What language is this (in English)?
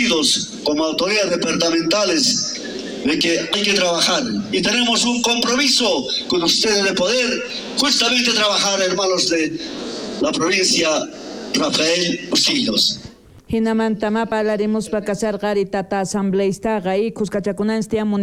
South Bolivian Quechua